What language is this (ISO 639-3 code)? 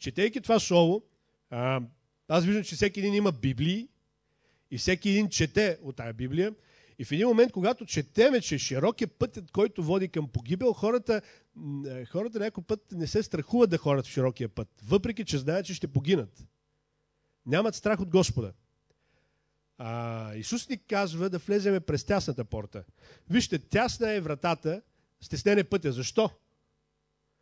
bul